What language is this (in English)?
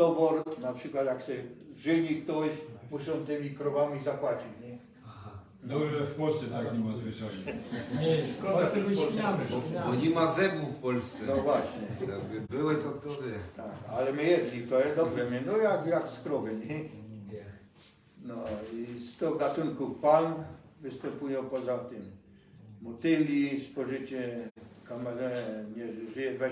Silesian